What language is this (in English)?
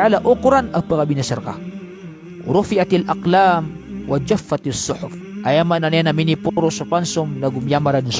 Maranao